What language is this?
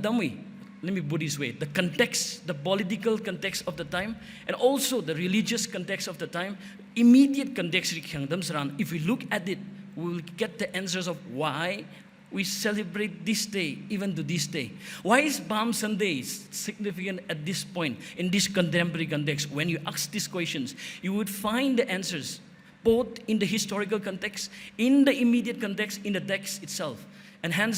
Tangkhul Naga (India)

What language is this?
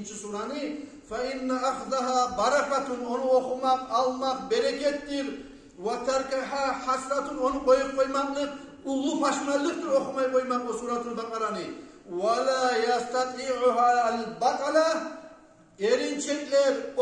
Kumyk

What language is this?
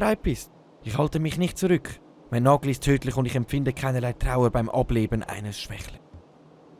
Swiss German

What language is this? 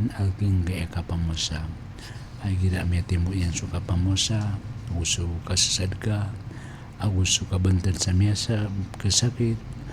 Maranao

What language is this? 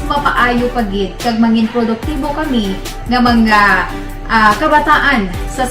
Hiligaynon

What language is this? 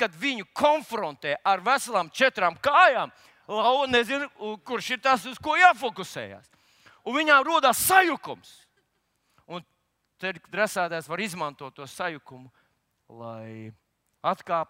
Latvian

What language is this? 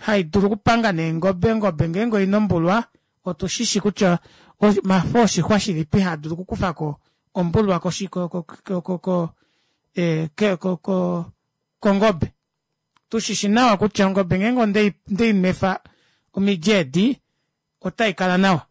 Kuanyama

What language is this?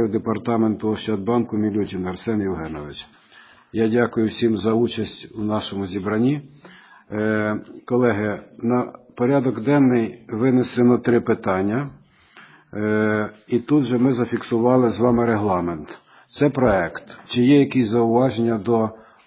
Ukrainian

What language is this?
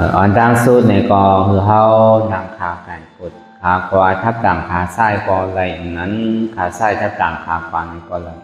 Shan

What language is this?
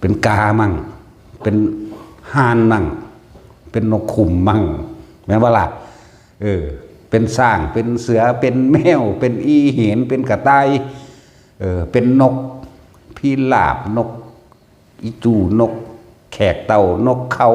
Northeastern Thai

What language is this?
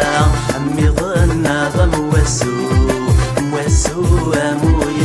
Kabyle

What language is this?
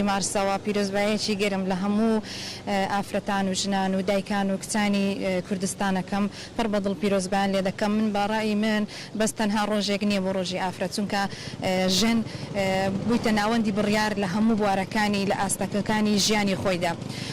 Kurdish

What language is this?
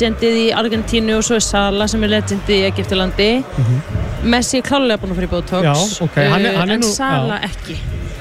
Icelandic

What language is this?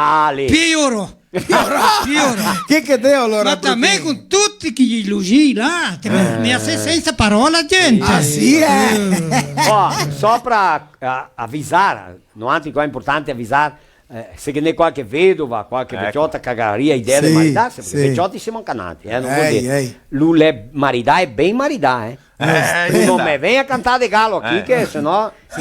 Venetian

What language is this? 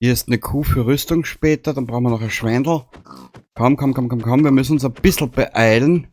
Bavarian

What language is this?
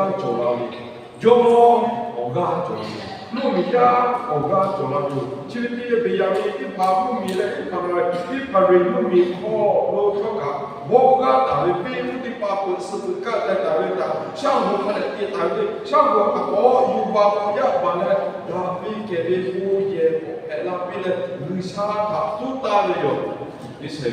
Lahu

